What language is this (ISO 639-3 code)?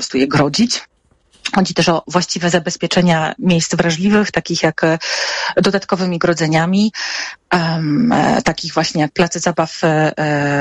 pol